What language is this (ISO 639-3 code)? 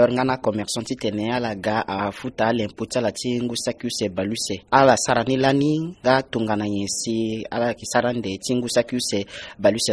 sag